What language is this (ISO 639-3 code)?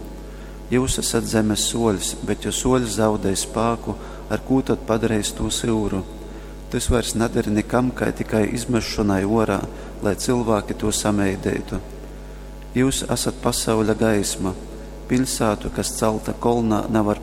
ltg